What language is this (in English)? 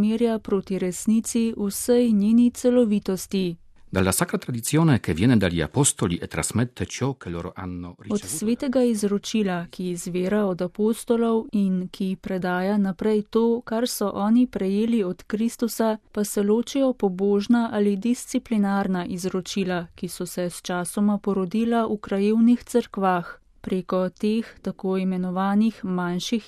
Slovenian